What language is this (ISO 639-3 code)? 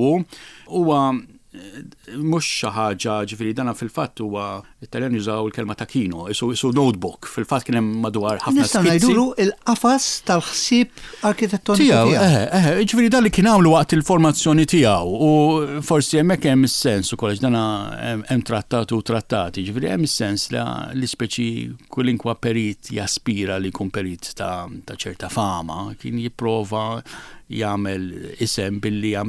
mlt